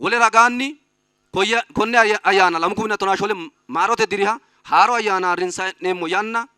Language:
Sidamo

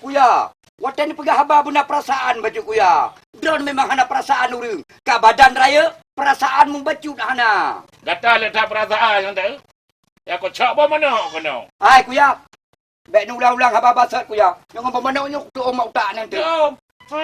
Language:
Achinese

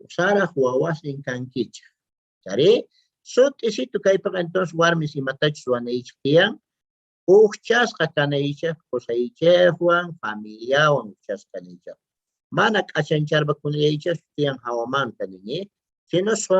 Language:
South Bolivian Quechua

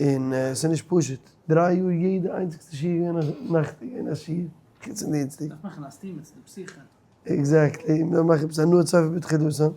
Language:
Yiddish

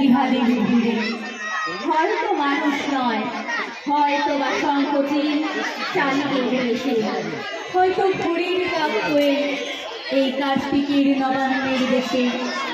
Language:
Bangla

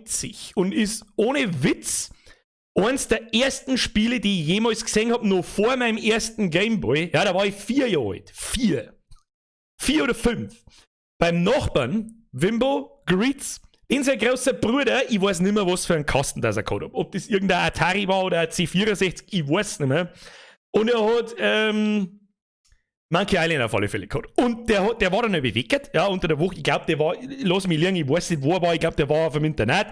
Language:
Bavarian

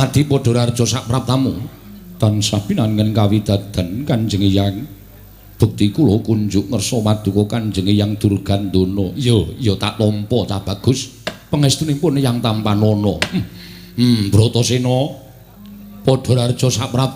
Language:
Javanese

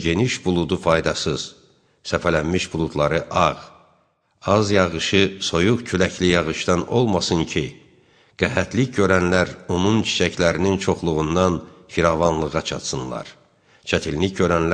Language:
Azerbaijani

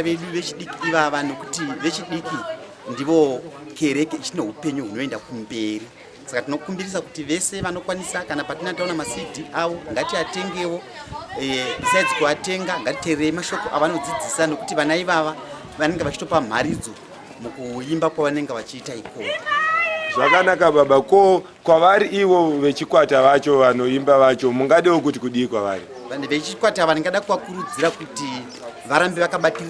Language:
Shona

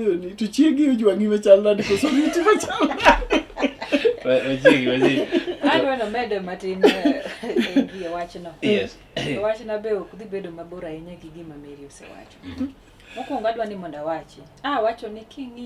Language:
Luo (Kenya and Tanzania)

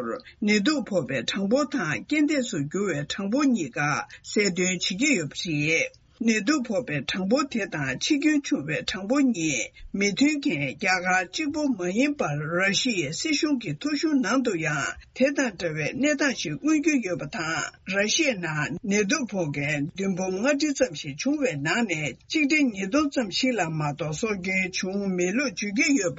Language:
Tibetan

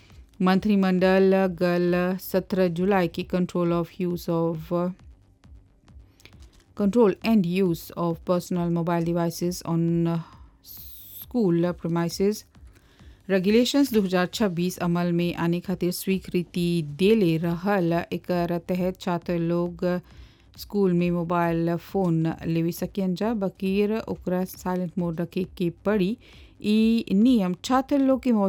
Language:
Bhojpuri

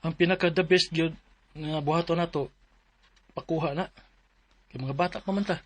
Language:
Cebuano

